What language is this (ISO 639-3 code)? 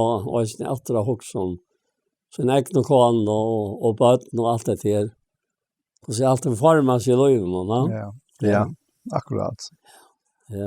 fao